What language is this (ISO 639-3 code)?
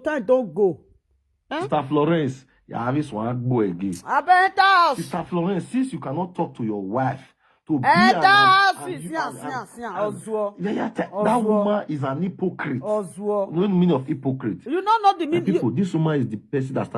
pcm